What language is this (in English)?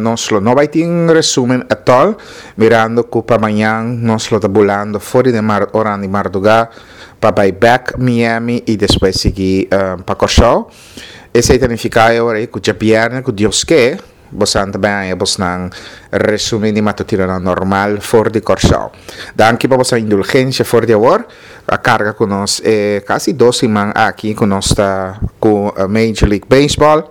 Papiamento